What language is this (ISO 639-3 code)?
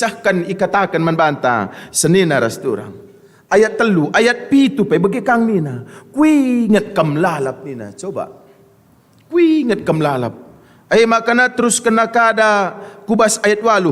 btx